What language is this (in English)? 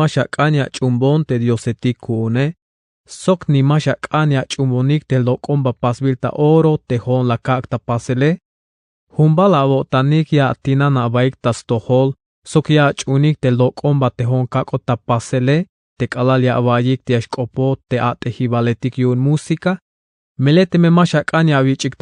Tzeltal